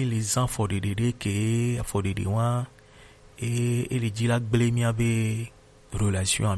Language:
Gen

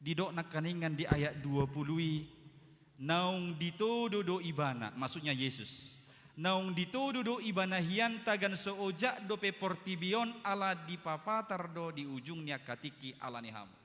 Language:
Batak Toba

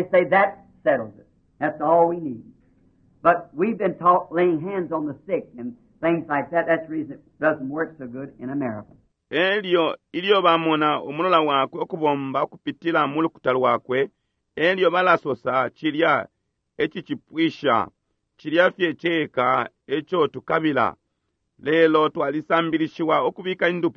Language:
Bemba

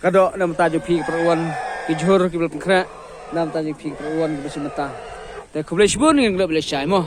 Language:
Khasi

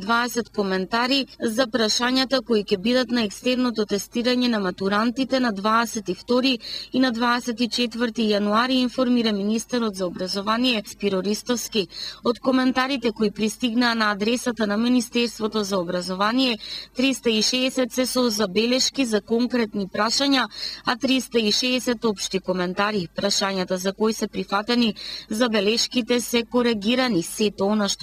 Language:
Macedonian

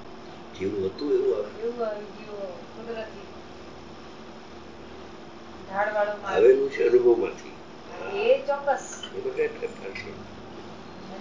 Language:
Gujarati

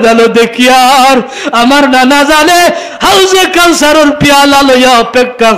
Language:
Sylheti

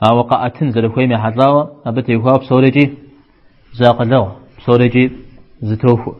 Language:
Kabardian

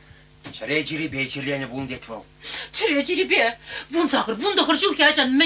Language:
Chuvash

